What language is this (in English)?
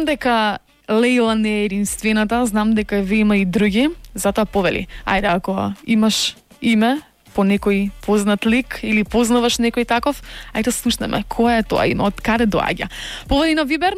Macedonian